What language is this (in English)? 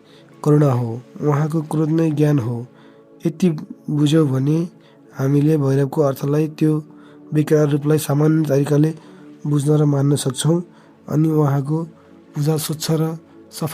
Nepali